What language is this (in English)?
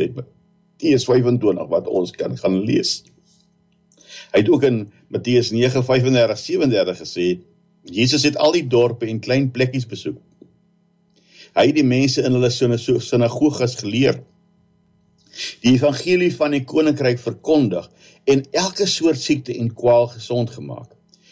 Afrikaans